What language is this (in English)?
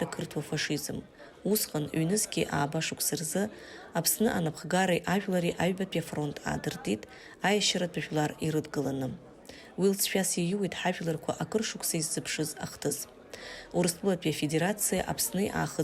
Abkhazian